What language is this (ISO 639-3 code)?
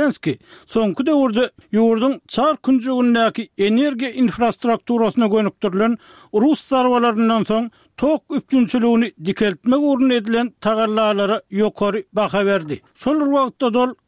tuk